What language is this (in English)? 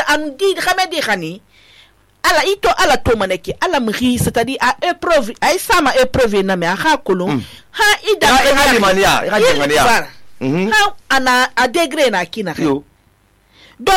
Susu